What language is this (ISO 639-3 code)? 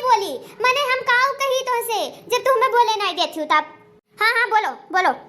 awa